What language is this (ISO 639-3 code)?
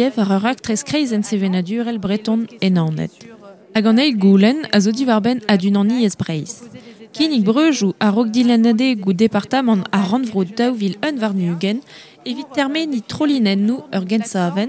bre